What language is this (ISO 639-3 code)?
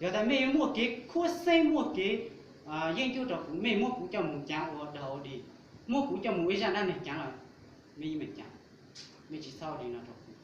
hmn